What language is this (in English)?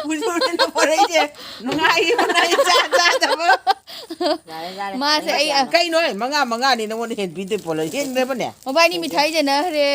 Manipuri